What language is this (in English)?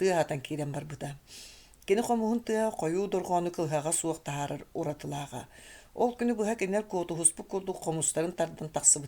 Yakut